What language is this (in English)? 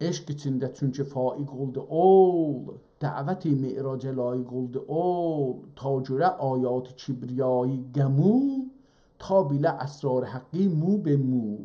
South Azerbaijani